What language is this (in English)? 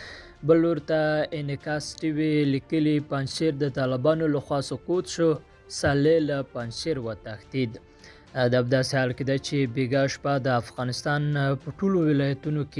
Pashto